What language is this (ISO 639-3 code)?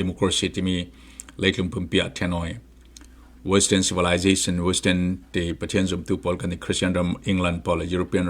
cfm